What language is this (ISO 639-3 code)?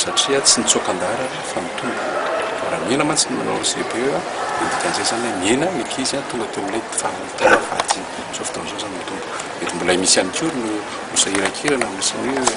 mlg